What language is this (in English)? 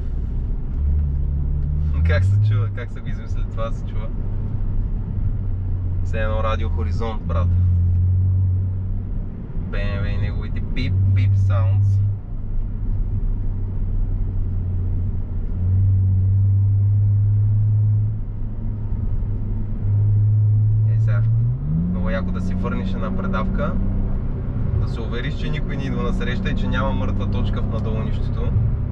Bulgarian